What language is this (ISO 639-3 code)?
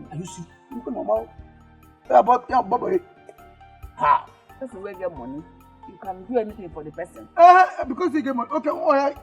pcm